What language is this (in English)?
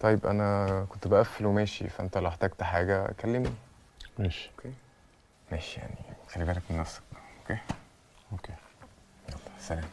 Egyptian Arabic